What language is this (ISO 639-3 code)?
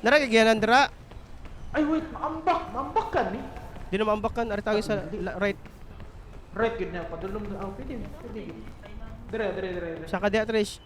ceb